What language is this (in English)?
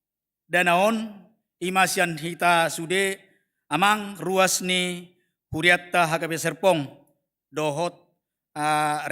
Batak Toba